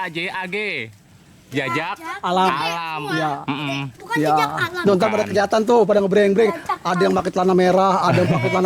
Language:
Betawi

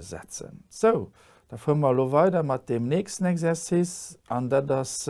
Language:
Luxembourgish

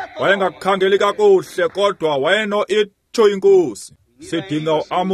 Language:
Xhosa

